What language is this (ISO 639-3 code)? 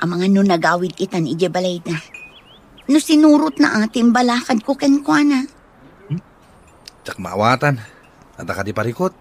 ilo